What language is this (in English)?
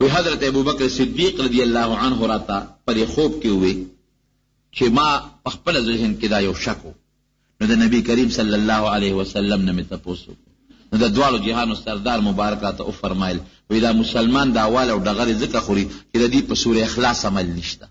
Pashto